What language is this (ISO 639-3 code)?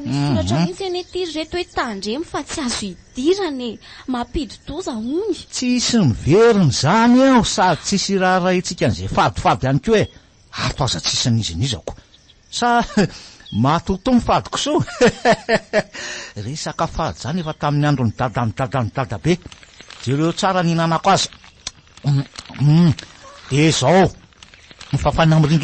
mlg